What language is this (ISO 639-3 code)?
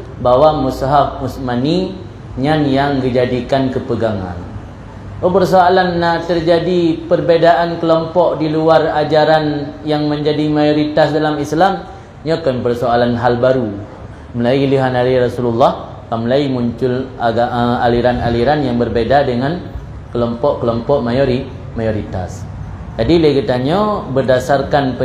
ace